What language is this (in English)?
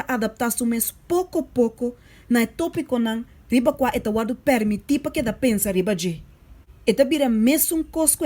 Papiamento